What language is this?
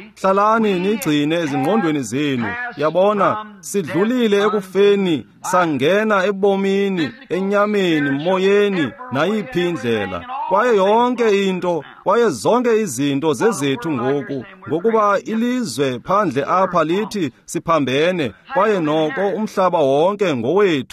Xhosa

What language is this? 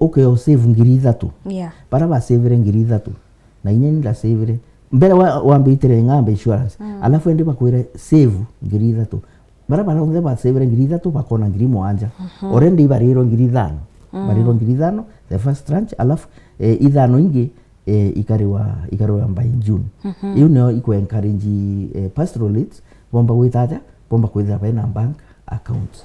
Meru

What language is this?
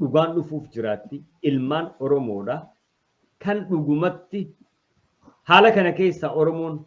Oromo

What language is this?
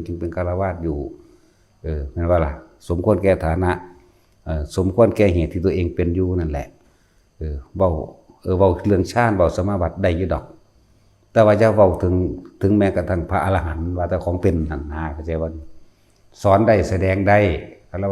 Lao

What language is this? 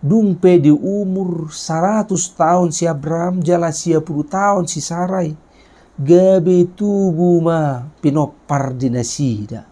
Batak Toba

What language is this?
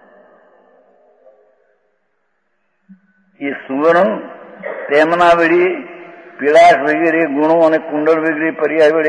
Gujarati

